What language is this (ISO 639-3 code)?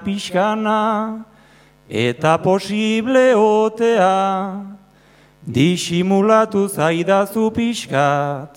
eus